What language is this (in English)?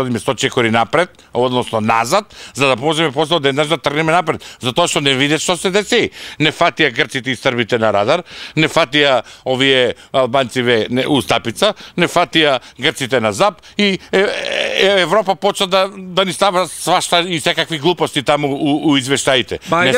Macedonian